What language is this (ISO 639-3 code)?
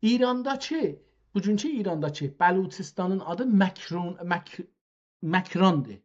azb